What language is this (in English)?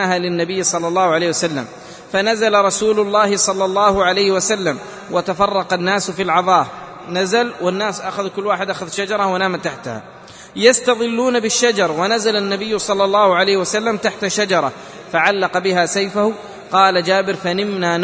Arabic